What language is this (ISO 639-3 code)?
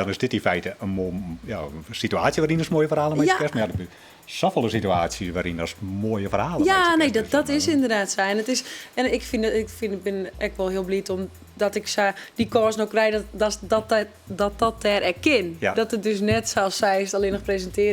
fry